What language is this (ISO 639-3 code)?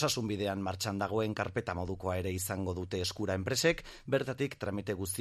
eus